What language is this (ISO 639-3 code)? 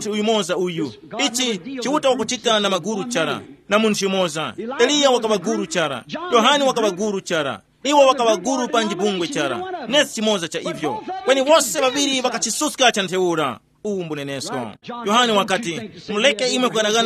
tum